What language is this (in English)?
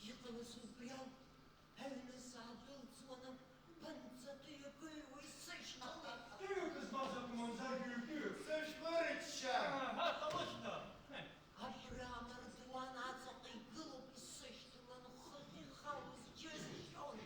Abkhazian